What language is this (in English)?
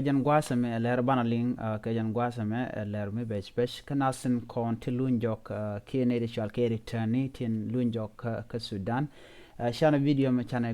Nuer